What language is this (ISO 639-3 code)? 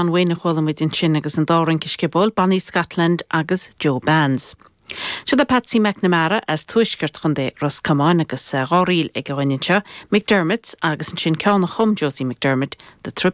gle